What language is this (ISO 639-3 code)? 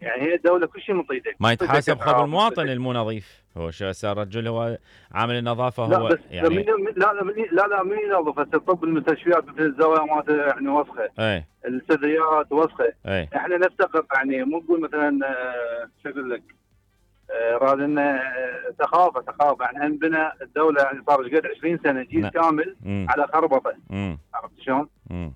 acm